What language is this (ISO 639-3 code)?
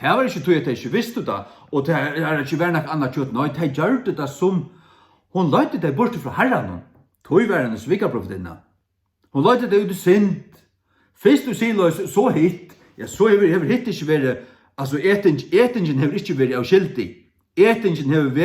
fao